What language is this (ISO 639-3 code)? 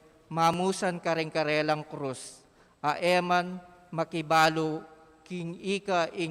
pam